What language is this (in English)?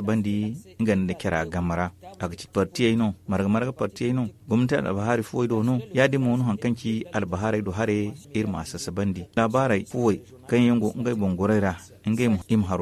Zarma